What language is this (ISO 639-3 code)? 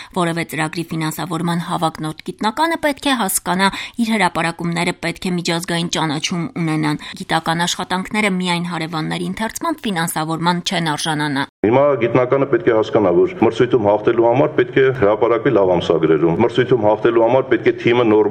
hye